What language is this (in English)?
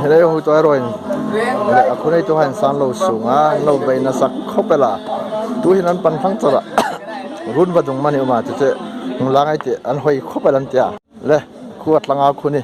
Hmar